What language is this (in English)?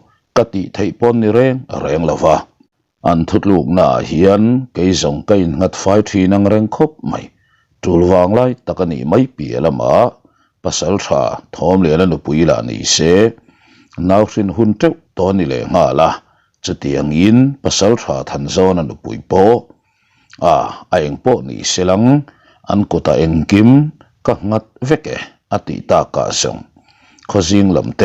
Mizo